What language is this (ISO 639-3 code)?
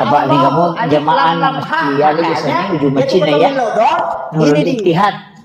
bug